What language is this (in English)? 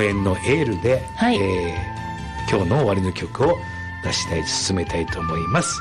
Japanese